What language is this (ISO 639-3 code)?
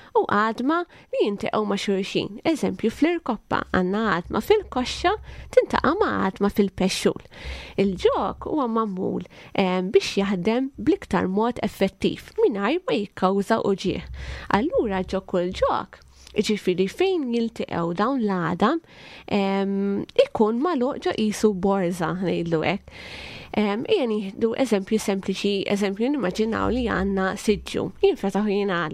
mlt